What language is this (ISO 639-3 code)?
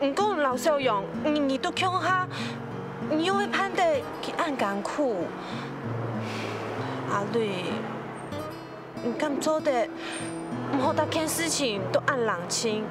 hak